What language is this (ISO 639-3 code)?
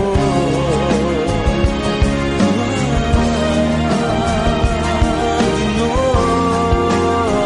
ita